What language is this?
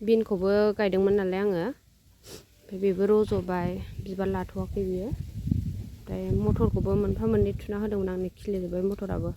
Bodo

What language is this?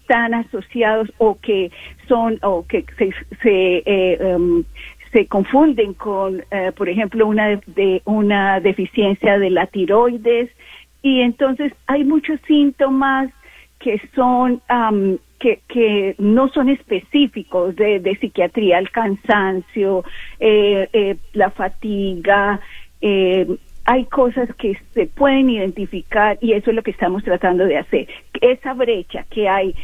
Spanish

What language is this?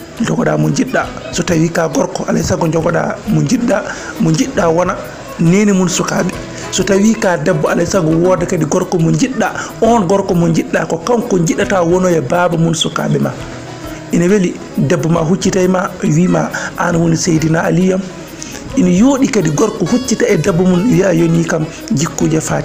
Fula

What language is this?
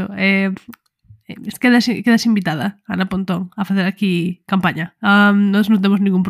Galician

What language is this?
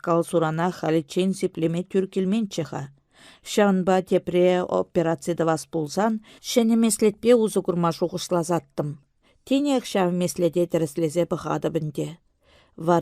Chuvash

